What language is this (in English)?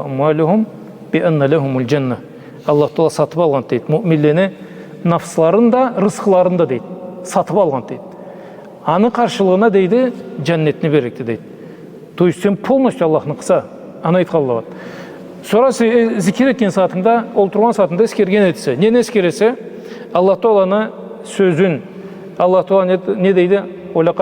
Karachay-Balkar